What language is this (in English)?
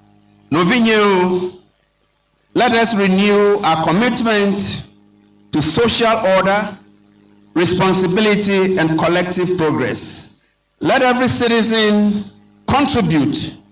Ewe